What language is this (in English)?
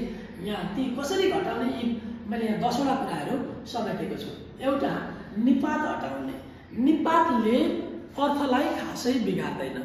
Nepali